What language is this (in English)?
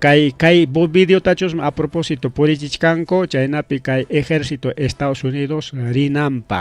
Ayacucho Quechua